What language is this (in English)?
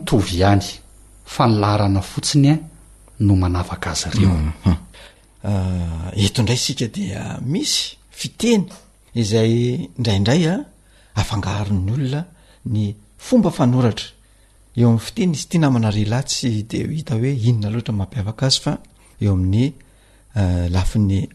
Malagasy